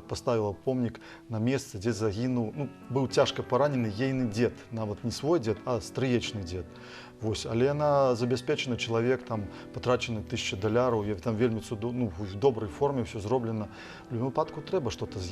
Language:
Belarusian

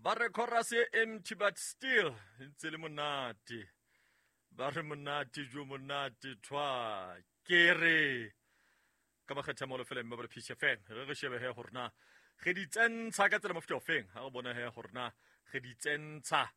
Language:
Southern Sotho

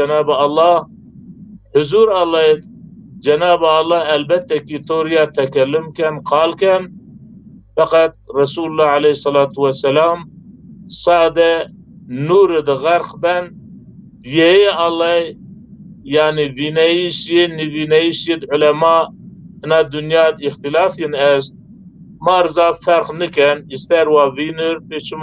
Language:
Zaza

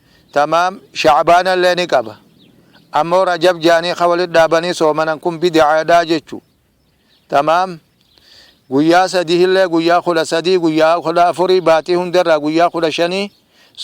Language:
Oromo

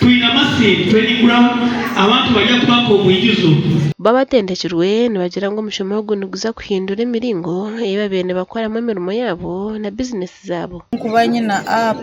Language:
Nyankole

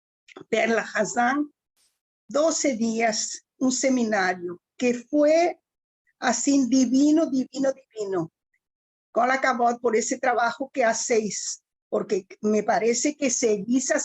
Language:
Ladino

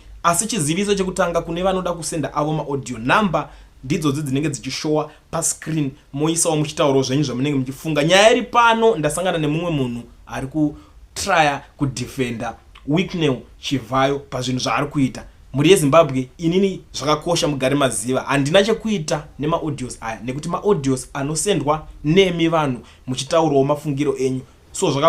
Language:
Shona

